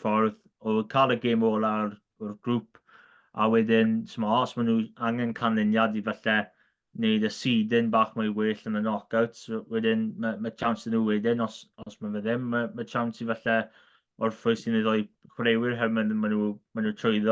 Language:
Welsh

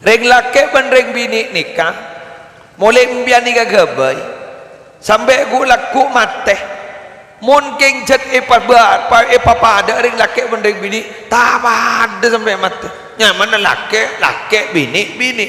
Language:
Madurese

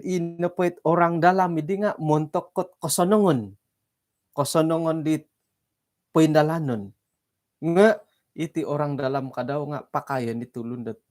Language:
Central Dusun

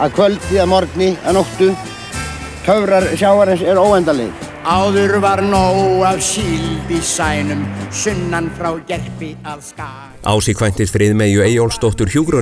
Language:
Icelandic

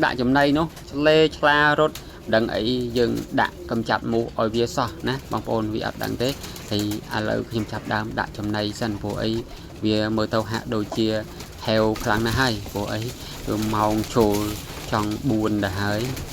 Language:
Khmer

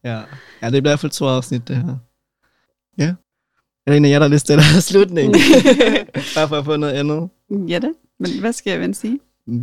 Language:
Danish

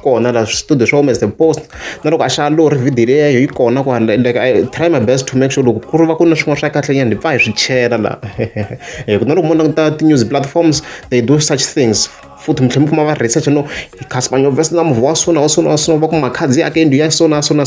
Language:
Tsonga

